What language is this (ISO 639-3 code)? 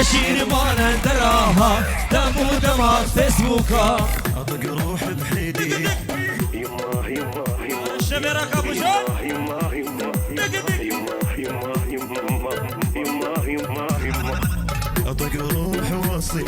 kur